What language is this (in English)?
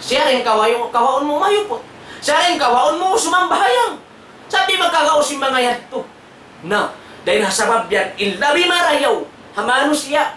Tausug